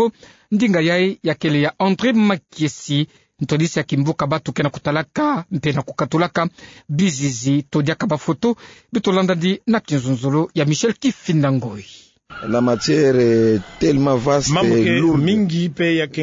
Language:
Kituba (Democratic Republic of Congo)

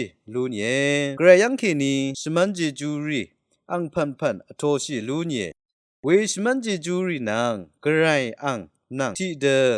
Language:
Rawang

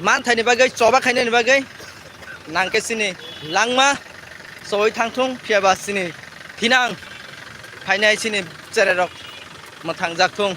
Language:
Kok Borok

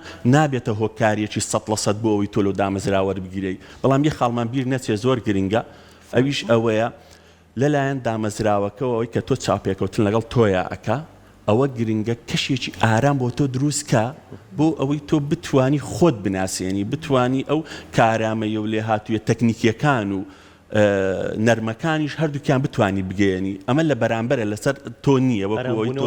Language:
Central Kurdish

